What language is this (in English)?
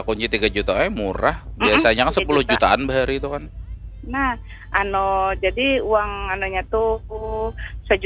Banjar